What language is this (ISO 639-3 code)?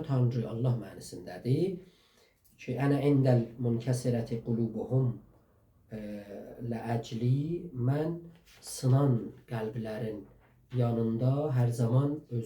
azb